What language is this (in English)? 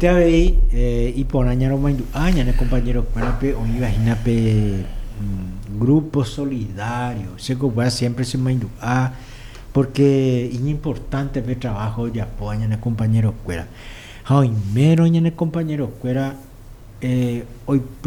Guarani